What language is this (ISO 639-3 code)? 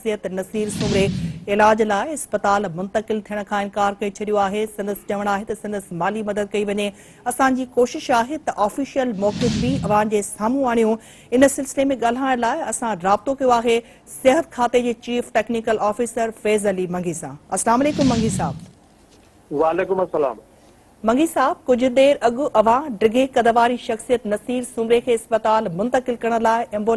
snd